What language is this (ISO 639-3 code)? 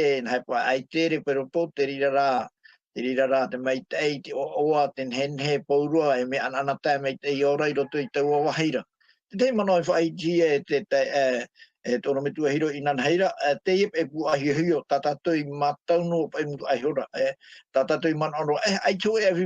tah